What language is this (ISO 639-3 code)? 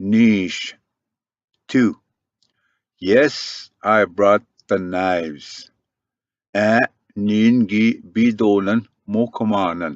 oji